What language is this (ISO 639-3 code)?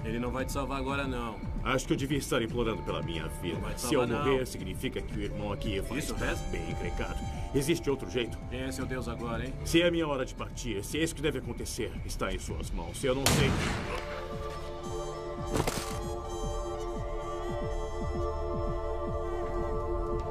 por